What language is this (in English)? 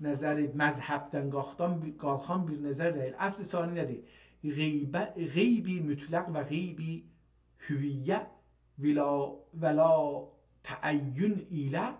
South Azerbaijani